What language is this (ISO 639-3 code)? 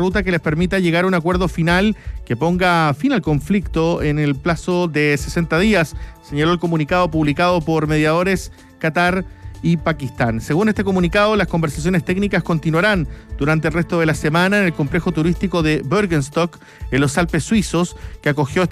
spa